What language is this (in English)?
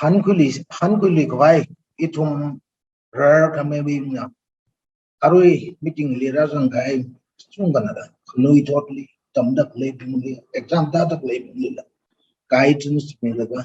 Tangkhul Naga (India)